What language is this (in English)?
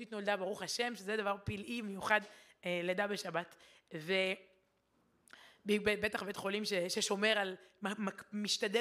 Hebrew